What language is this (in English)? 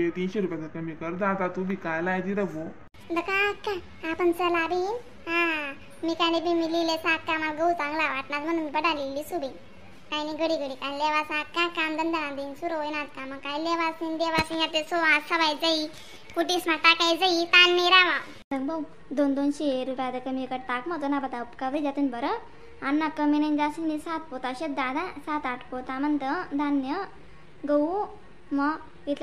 Khandesi